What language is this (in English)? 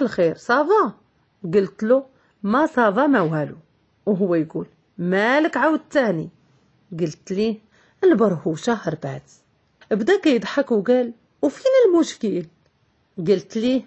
Moroccan Arabic